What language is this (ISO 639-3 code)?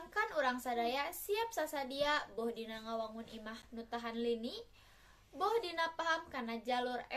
sun